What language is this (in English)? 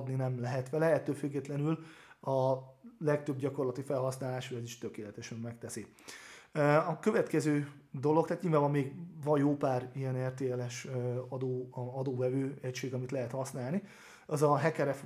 Hungarian